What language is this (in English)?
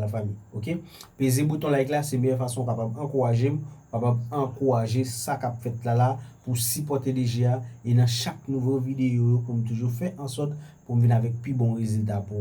Haitian Creole